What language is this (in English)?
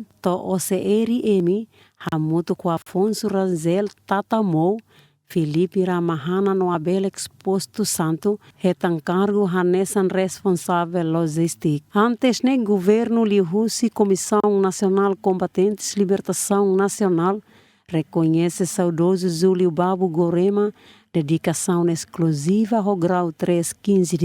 Tetum